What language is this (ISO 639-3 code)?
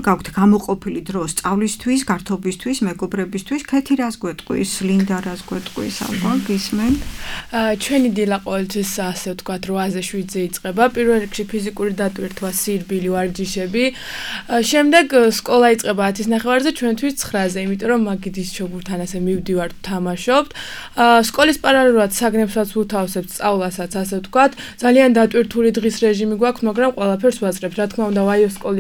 kat